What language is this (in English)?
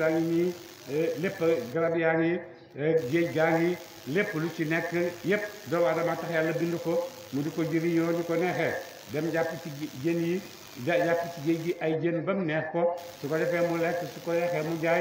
Wolof